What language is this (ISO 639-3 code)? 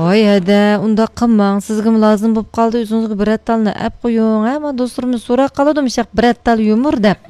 uig